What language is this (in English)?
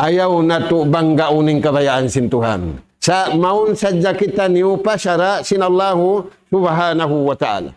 Tausug